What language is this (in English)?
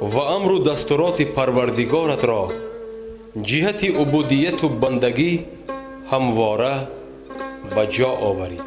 Tajik